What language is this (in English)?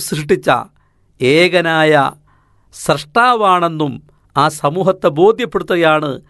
Malayalam